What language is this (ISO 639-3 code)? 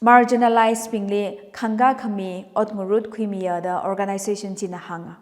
nmf